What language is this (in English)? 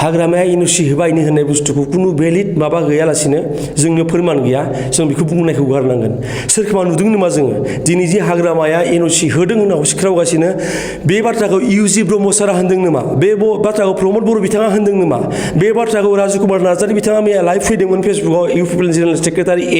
Bodo